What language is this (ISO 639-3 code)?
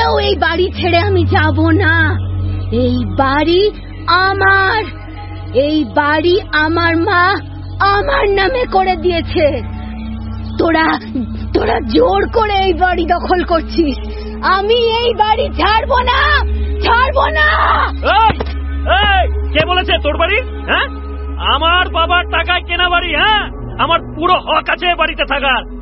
ben